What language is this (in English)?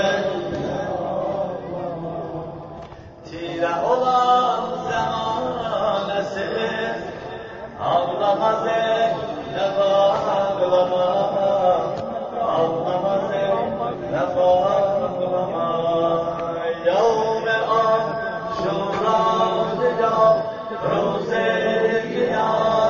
Turkish